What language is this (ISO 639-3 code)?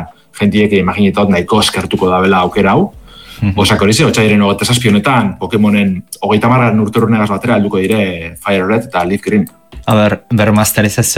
eus